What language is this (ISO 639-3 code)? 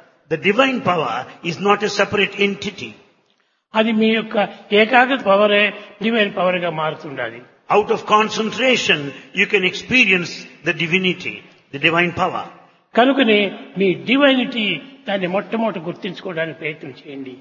tel